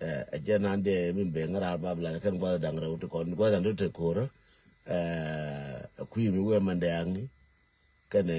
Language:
Nuer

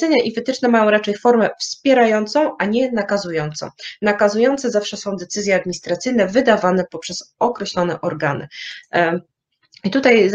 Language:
Polish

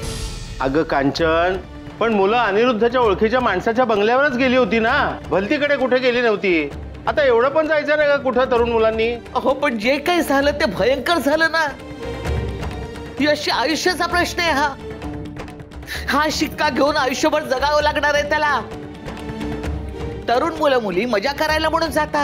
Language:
Marathi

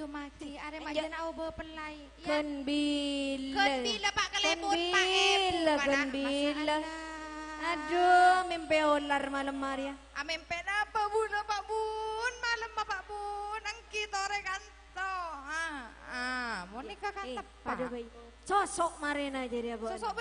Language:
Madurese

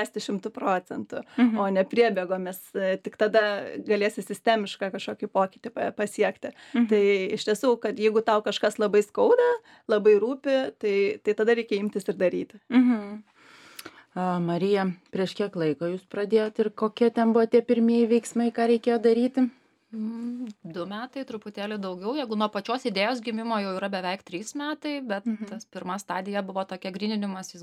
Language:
Lithuanian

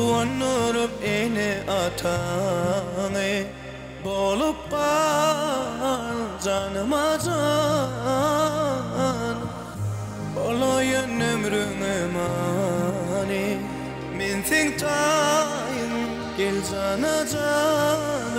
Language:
Turkmen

